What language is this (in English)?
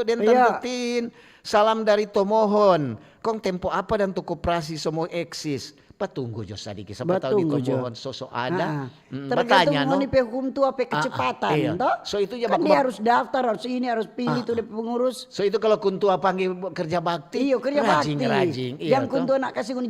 Manado Malay